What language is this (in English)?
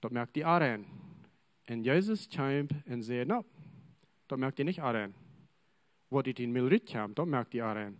Plautdietsch